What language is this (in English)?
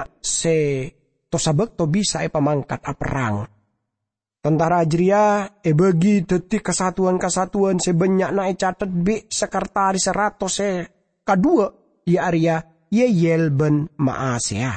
Madurese